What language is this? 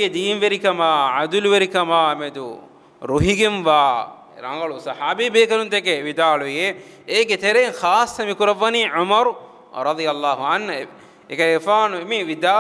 Divehi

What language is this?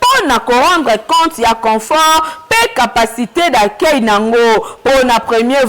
Lingala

